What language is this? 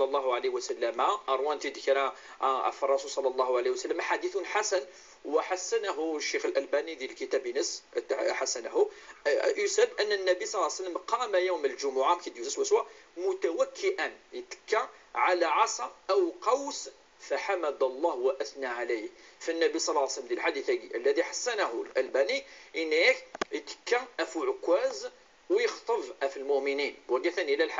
Kabyle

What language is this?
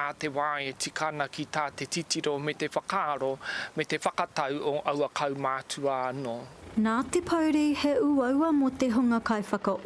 Māori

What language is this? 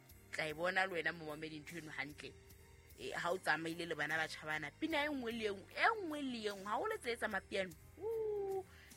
Southern Sotho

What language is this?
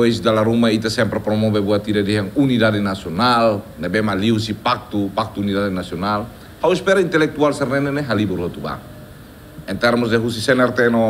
Tetum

